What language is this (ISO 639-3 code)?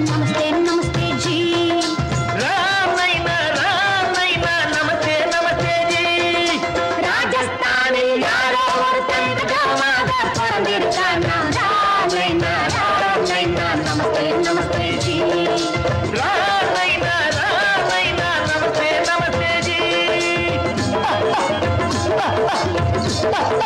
tam